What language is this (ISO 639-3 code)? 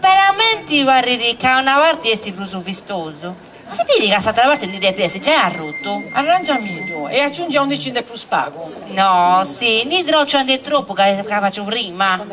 srd